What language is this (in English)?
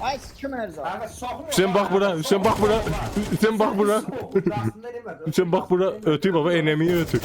South Azerbaijani